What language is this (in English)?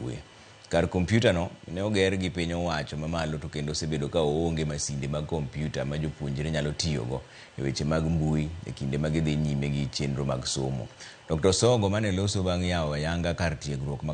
Luo (Kenya and Tanzania)